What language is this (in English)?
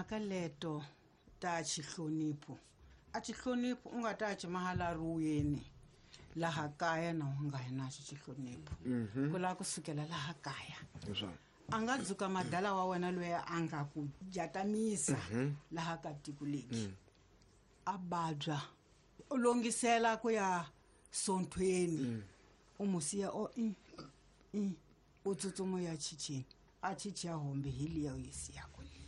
Tsonga